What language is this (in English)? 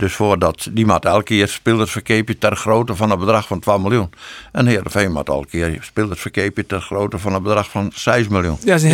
Western Frisian